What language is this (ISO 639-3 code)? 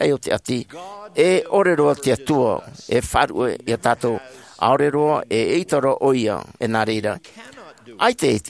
tah